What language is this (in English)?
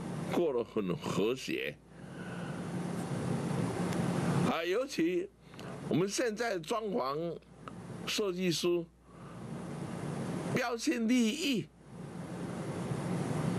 Chinese